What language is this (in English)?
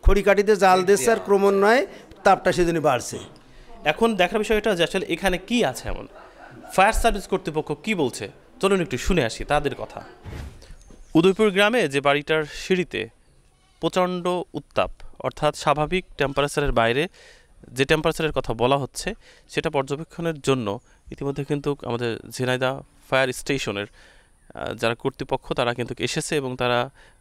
Bangla